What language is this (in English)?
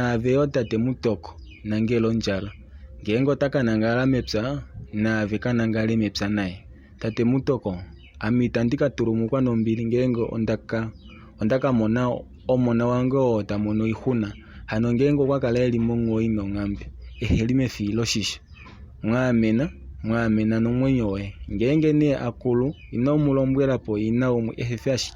Kuanyama